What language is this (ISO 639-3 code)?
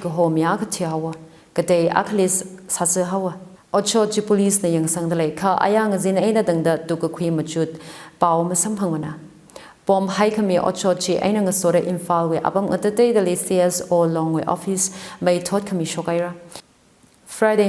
nmf